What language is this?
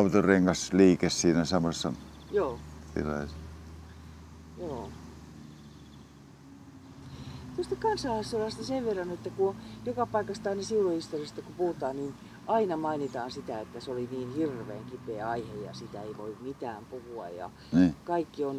Finnish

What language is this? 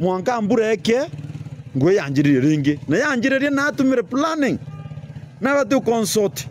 Meru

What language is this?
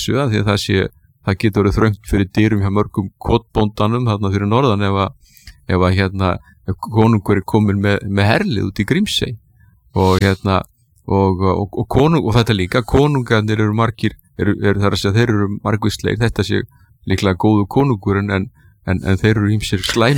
Icelandic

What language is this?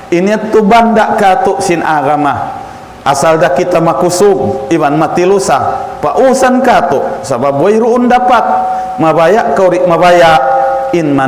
Tausug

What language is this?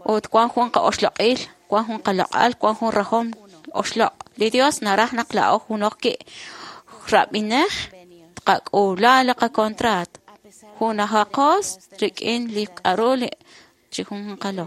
Kekchí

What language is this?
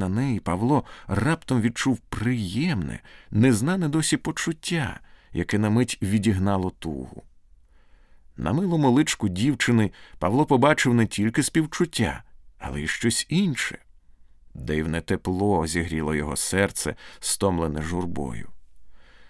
Ukrainian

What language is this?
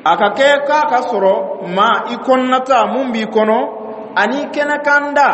Dyula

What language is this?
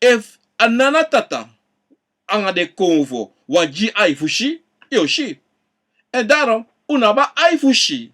Sranan Tongo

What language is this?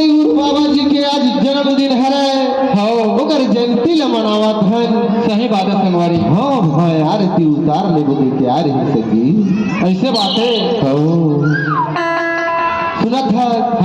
Chhattisgarhi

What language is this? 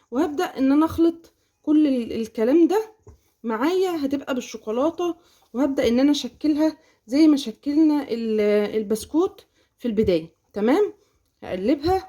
Egyptian Arabic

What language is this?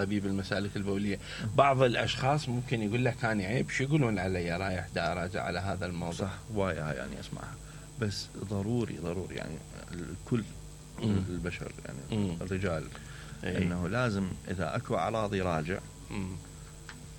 Mesopotamian Arabic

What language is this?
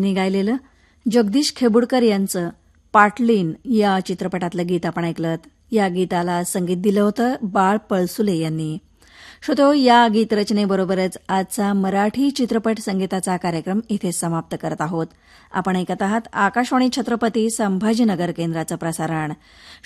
Marathi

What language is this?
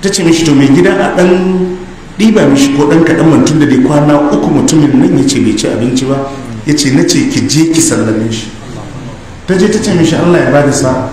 Hausa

